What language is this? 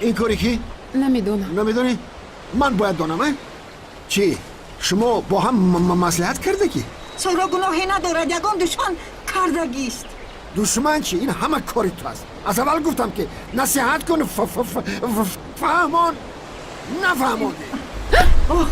Tajik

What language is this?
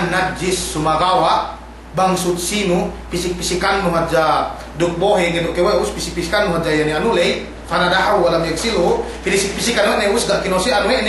Yakan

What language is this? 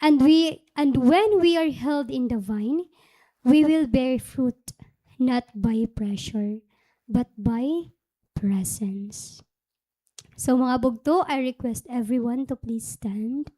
Waray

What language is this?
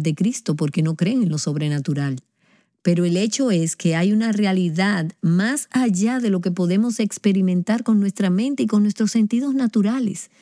Spanish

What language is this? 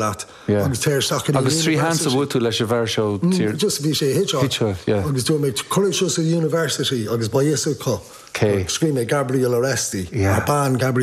Irish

